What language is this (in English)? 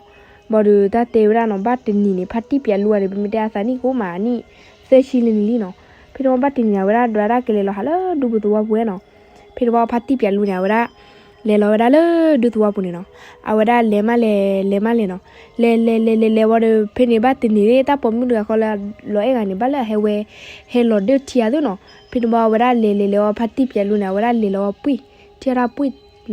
S'gaw Karen